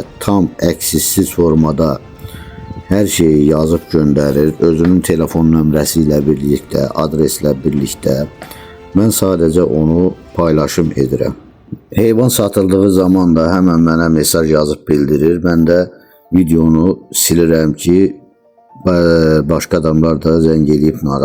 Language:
Azerbaijani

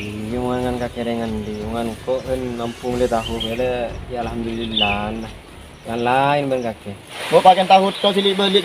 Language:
Madurese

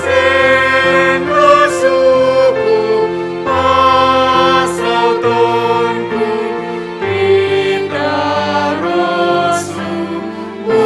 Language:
Batak Simalungun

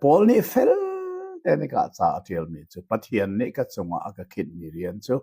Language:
Hakha Chin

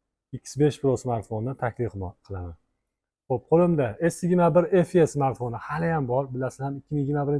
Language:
Uzbek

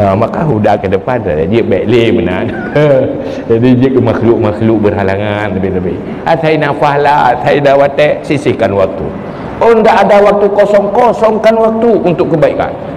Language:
Achinese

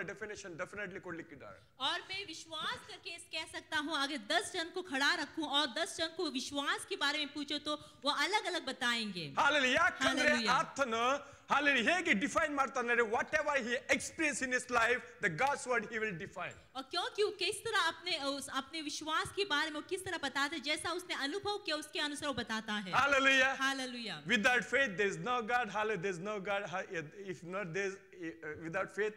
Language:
Kannada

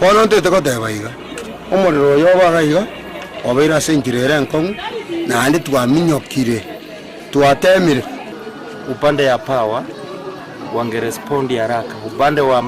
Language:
Gusii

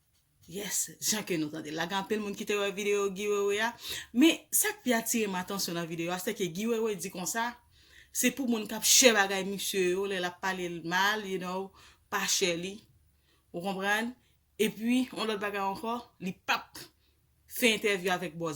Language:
Haitian Creole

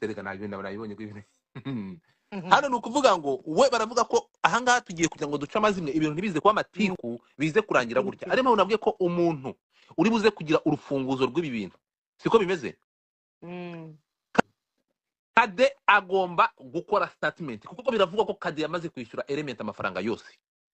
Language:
Kinyarwanda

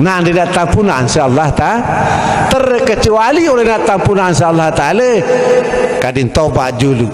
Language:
Sasak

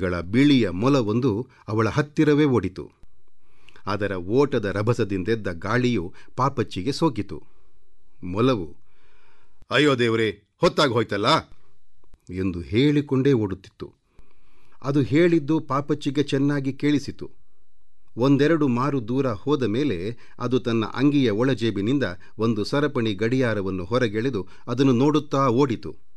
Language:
Kannada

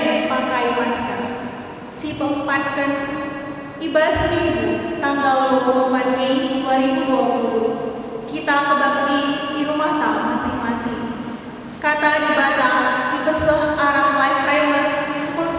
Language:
Batak Karo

